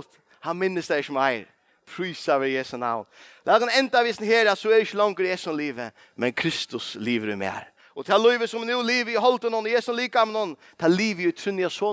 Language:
Faroese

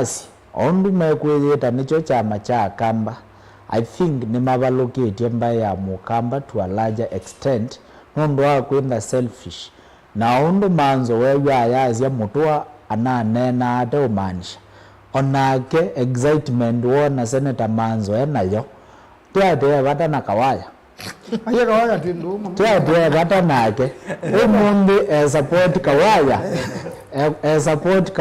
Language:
Kamba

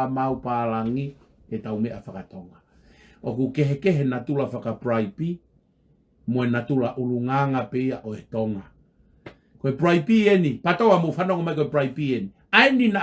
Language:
Tongan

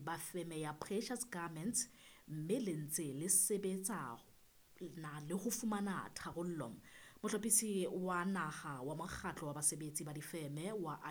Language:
Southern Sotho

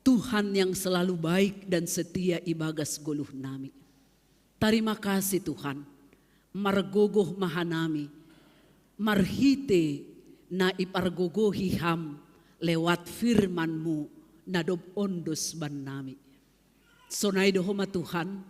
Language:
Batak Simalungun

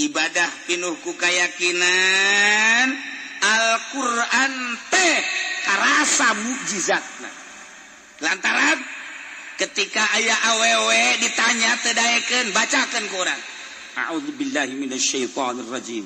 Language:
Sundanese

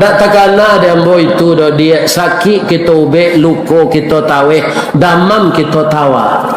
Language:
Minangkabau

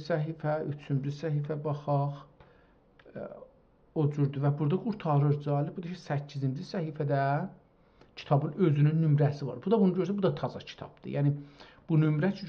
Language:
South Azerbaijani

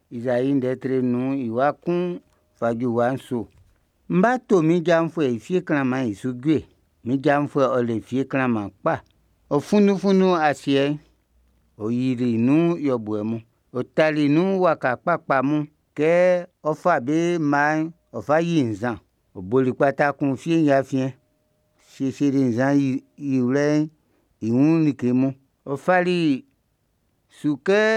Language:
Baoulé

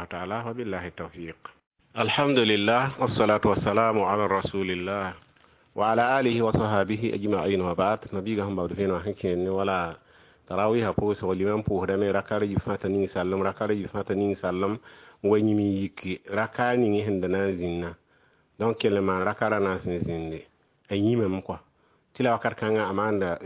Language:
Mossi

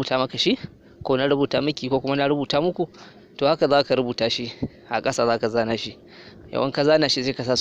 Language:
Hausa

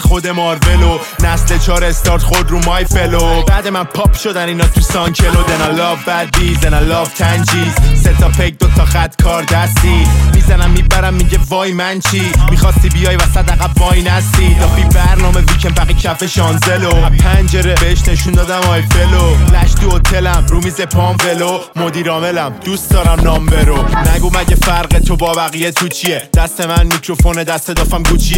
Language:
Persian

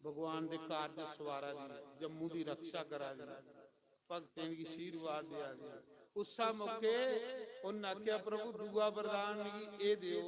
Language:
Dogri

